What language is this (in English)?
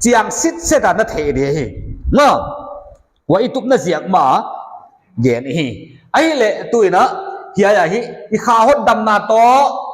Paite Chin